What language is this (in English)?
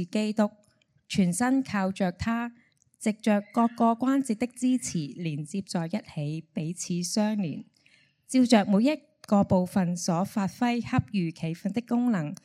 Cantonese